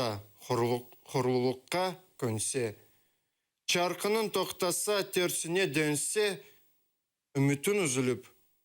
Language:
Crimean Tatar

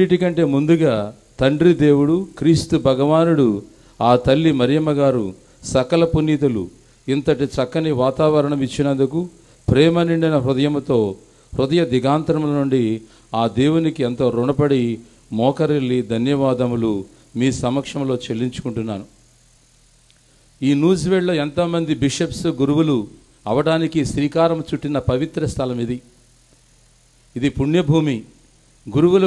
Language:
Telugu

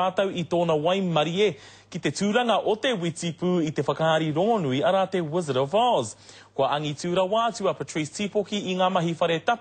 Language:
Māori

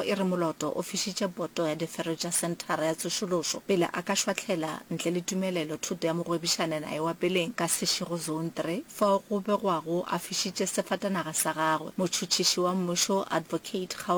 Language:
Northern Sotho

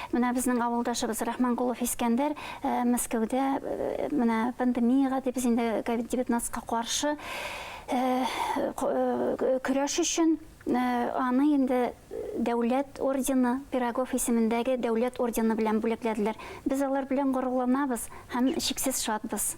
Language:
Bashkir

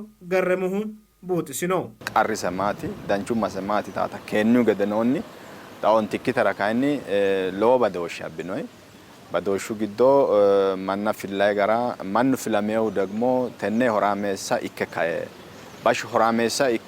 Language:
Sidamo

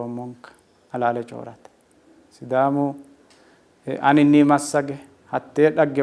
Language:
Sidamo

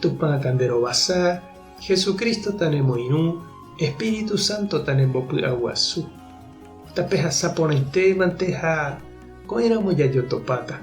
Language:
Guarani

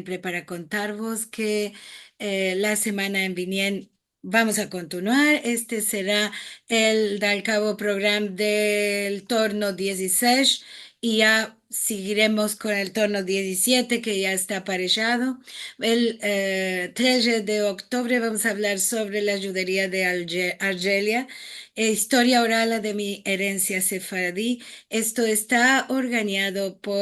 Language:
Ladino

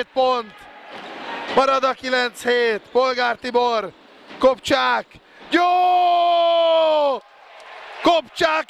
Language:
Hungarian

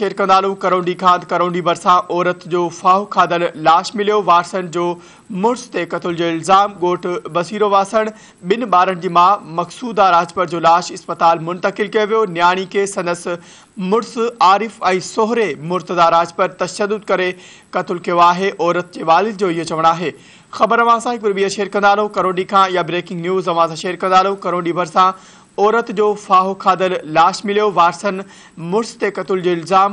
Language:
Sindhi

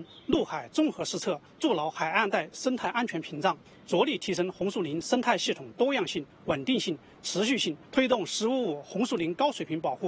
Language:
Chinese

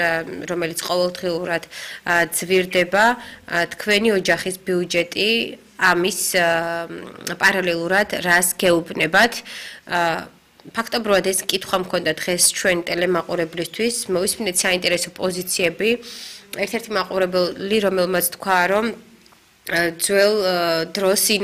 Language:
Georgian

